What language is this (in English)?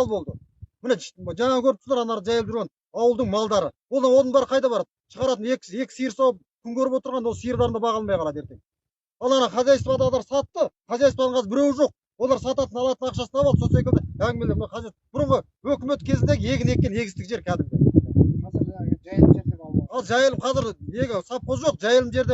Kazakh